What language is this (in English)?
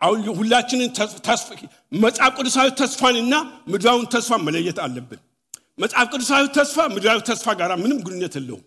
Amharic